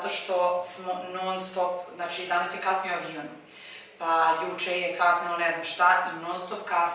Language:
Serbian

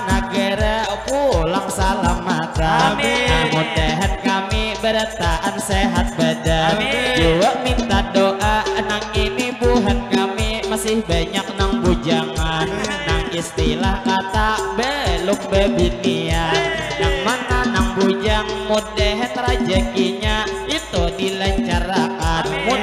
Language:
Banjar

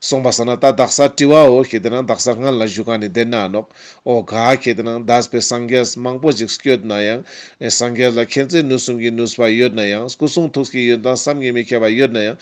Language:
Ladakhi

